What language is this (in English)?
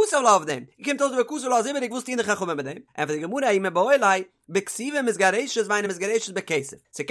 Yiddish